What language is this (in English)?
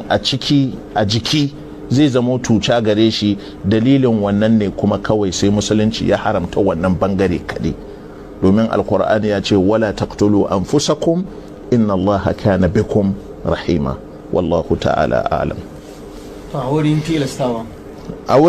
Hausa